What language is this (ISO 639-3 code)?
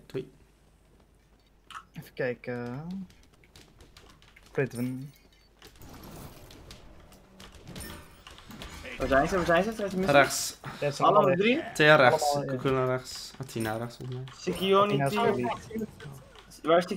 nld